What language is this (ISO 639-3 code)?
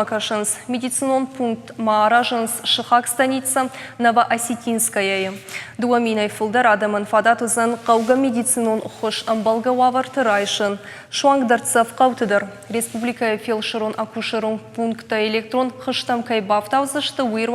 oss